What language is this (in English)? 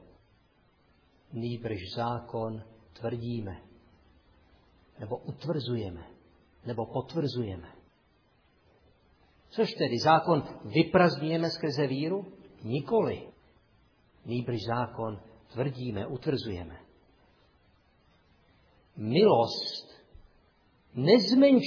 Czech